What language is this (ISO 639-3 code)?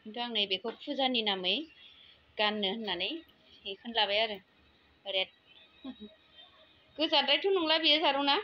brx